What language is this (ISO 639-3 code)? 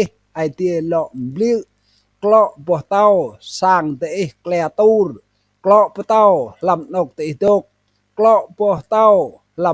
rad